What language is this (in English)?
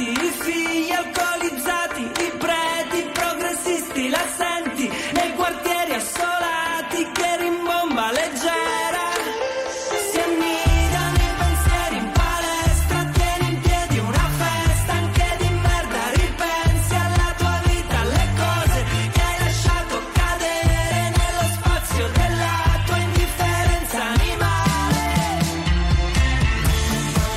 Italian